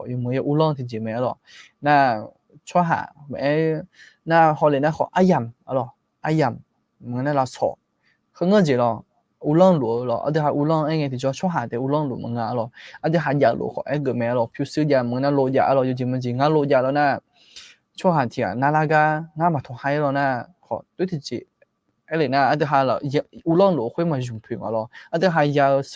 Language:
Akha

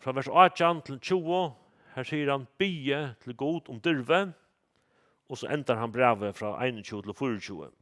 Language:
Faroese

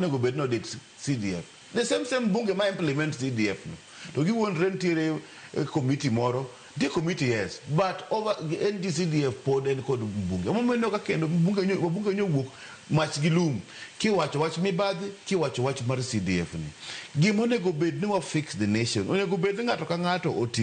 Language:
Luo (Kenya and Tanzania)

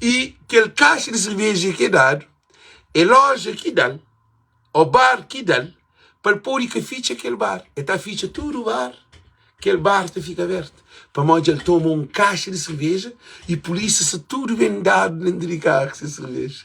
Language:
Kabuverdianu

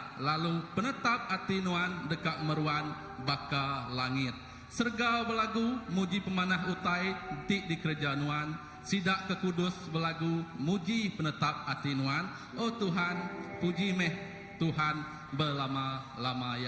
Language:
Iban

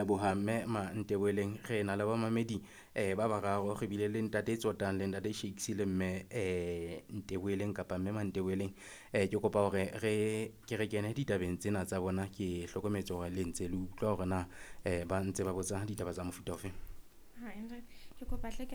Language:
Southern Sotho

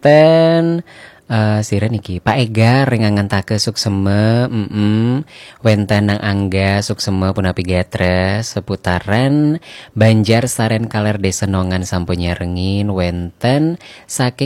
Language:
Balinese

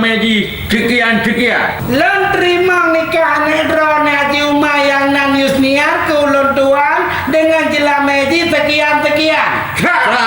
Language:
Achinese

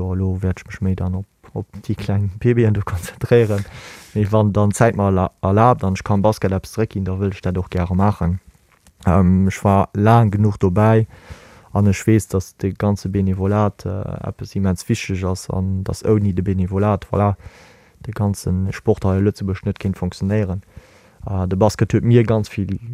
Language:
Luxembourgish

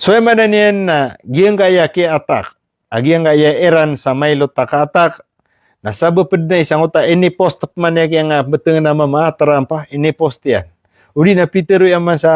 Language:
Maranao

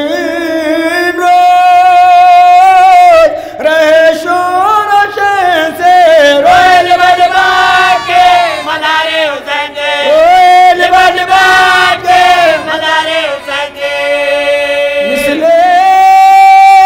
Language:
Urdu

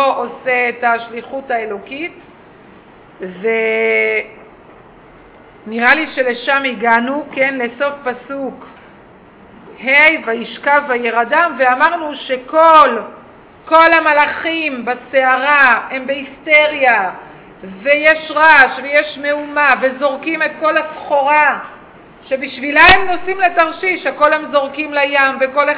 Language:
Hebrew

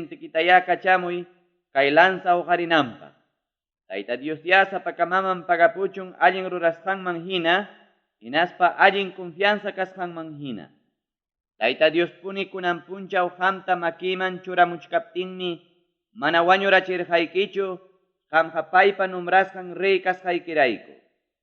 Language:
Ayacucho Quechua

